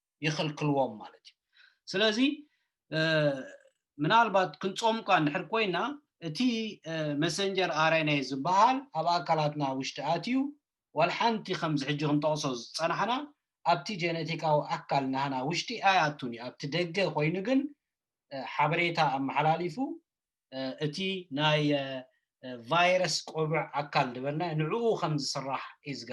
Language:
Tigrinya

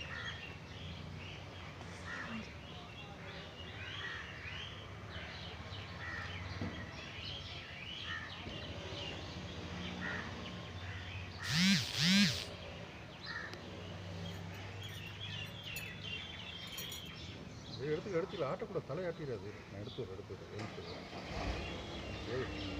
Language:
Tamil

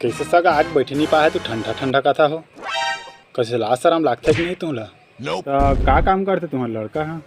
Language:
Chhattisgarhi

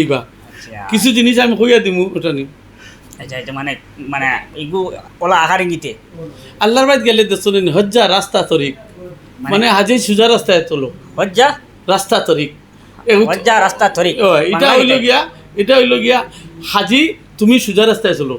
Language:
Sylheti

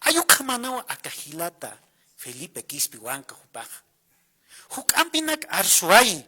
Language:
Aymara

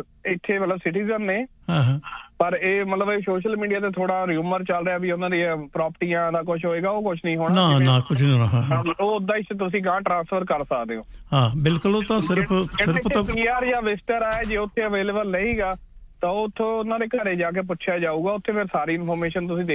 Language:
Punjabi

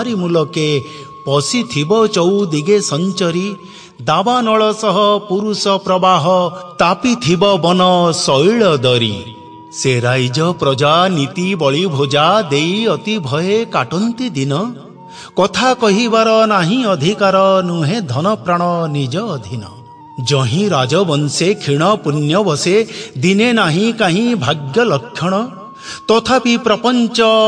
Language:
Odia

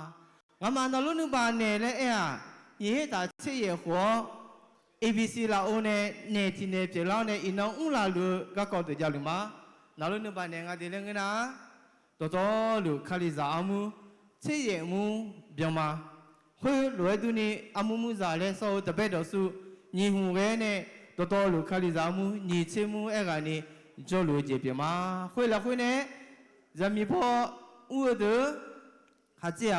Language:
Akha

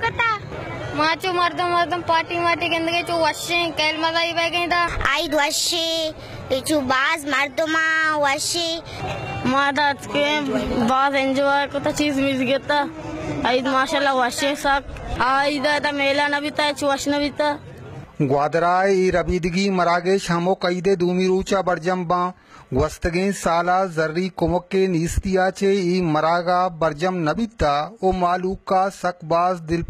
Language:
Baluchi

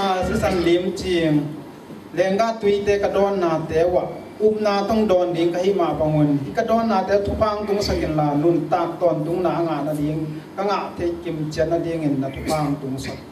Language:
Tedim Chin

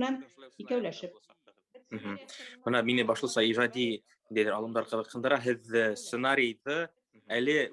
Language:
Bashkir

